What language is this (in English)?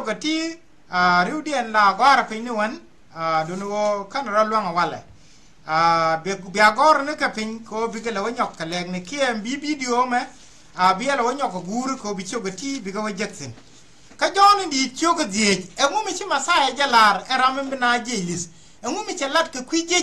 Nuer